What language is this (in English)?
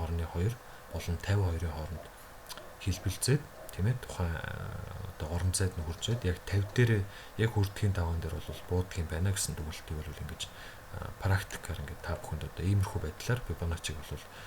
Mongolian